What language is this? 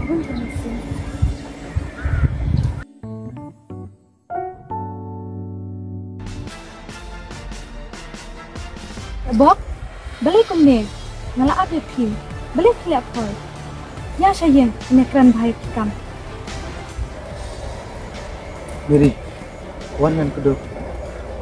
Khasi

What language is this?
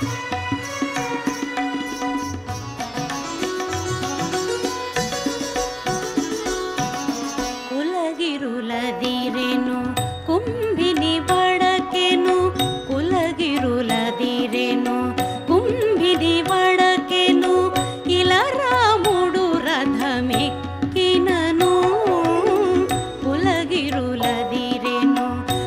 Telugu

